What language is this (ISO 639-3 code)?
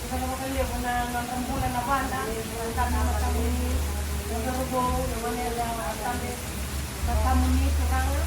fij